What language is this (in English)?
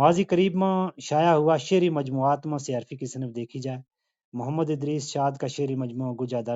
Gujari